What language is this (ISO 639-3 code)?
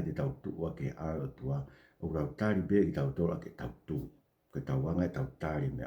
ton